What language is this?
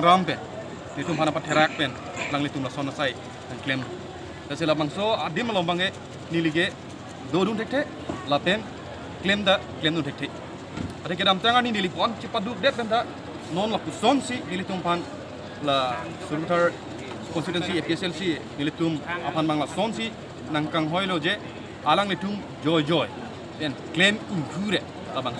Karbi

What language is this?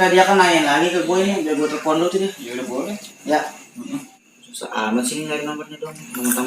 Betawi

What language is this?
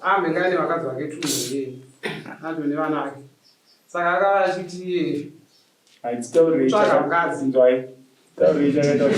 Shona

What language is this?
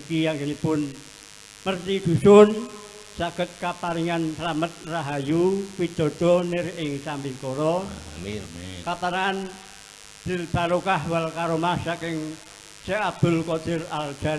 Javanese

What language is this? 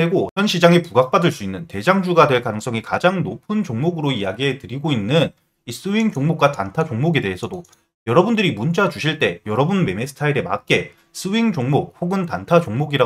Korean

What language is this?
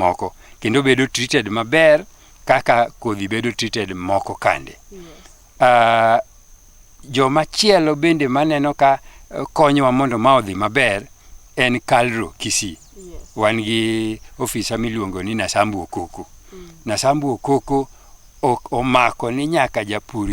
Luo (Kenya and Tanzania)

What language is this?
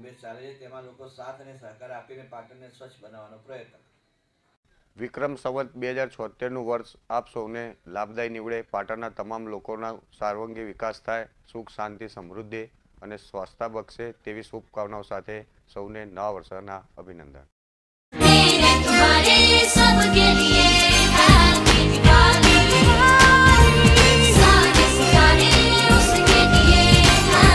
Gujarati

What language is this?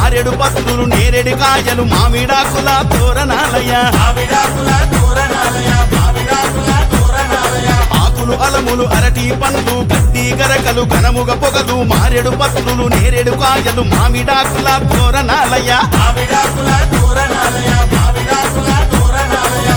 Telugu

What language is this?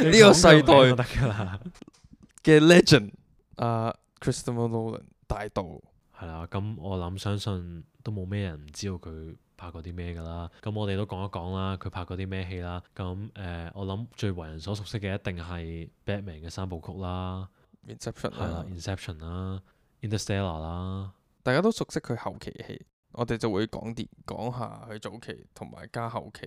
Cantonese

